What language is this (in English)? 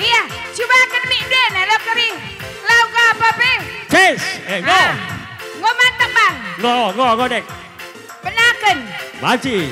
Batak Karo